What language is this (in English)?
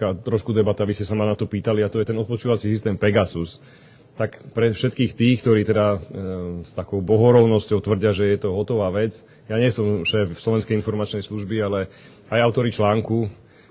Slovak